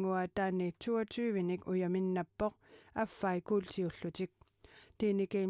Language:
Kalaallisut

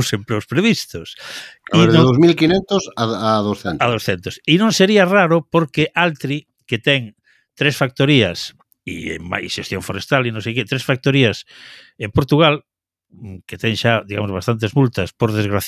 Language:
Galician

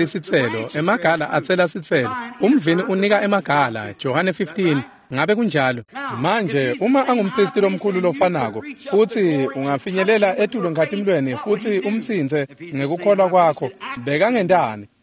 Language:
Swati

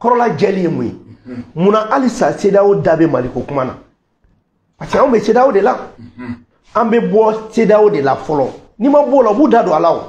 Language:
Bambara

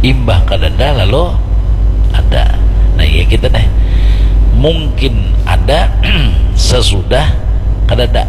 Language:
Banjar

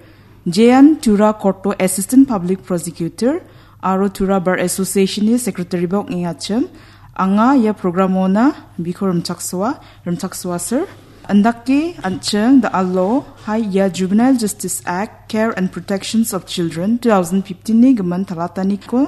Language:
Garo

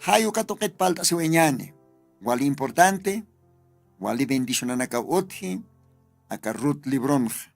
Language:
Aymara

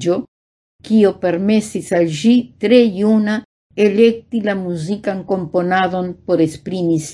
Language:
Esperanto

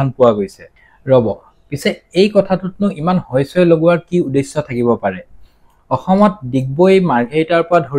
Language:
Assamese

